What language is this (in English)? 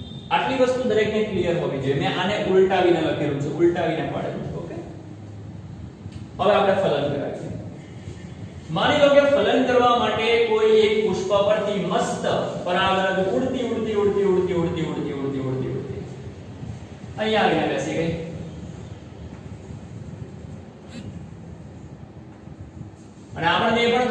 Gujarati